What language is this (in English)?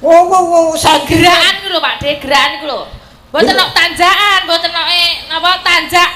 Javanese